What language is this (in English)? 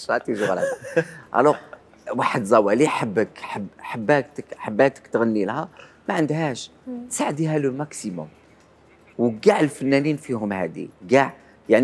Algerian Arabic